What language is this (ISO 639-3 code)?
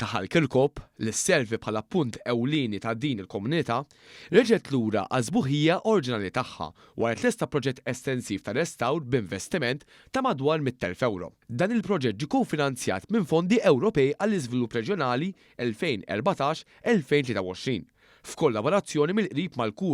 mlt